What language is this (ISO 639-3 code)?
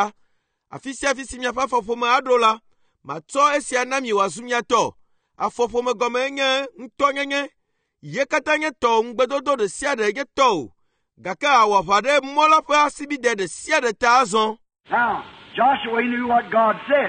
ewe